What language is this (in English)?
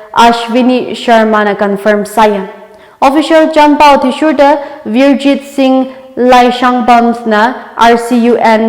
Tangkhul Naga (India)